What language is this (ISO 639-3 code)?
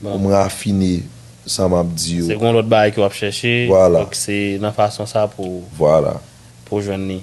hat